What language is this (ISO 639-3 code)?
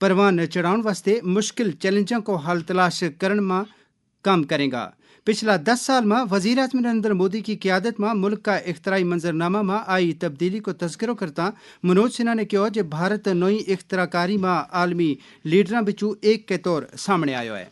gju